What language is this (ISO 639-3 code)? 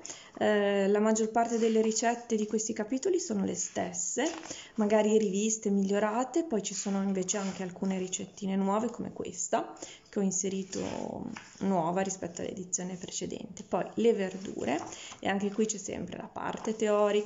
ita